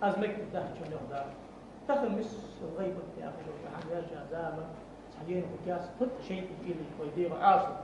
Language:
Ingush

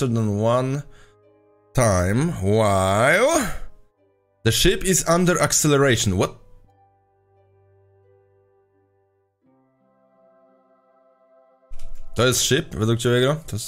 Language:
Polish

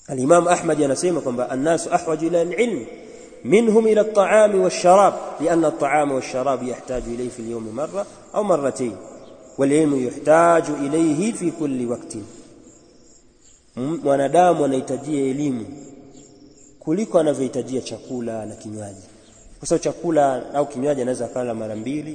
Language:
Swahili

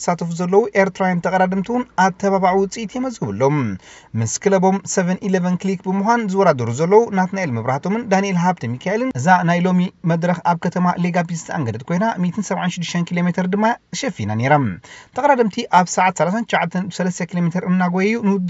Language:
Tigrinya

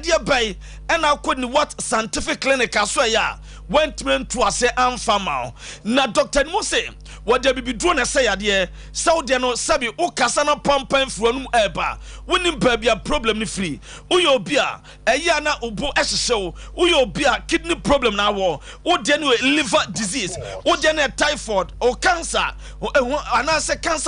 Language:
Akan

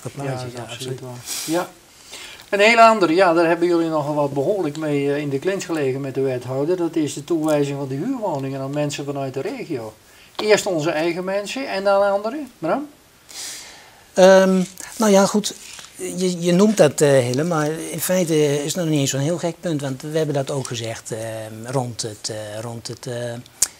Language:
Dutch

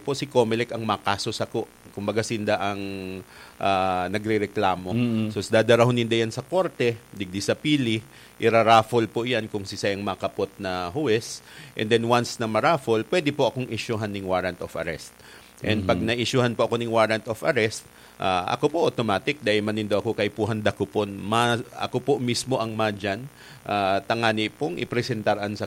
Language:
Bikol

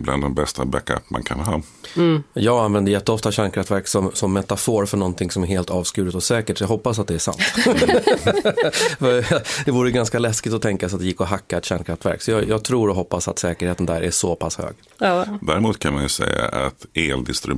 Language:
Swedish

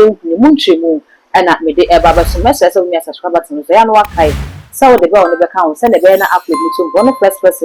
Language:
Akan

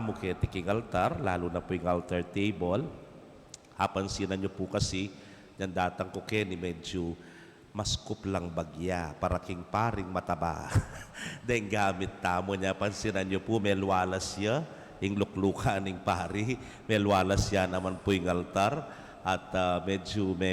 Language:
Pampanga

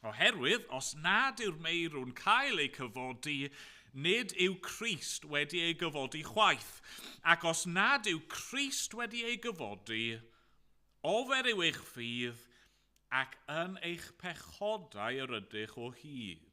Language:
Welsh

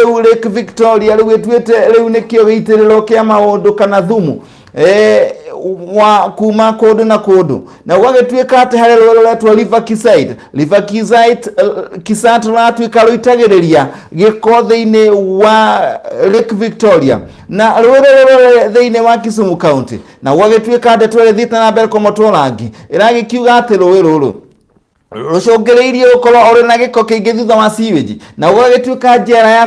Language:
Kikuyu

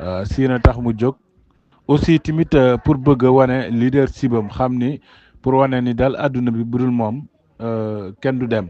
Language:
Wolof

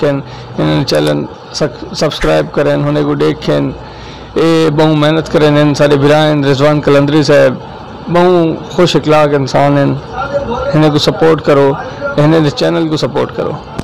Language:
Saraiki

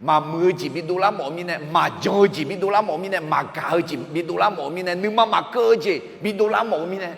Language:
Akha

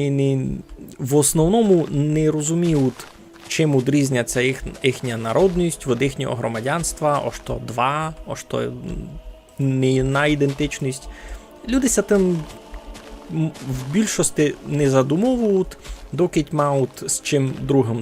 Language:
Rusyn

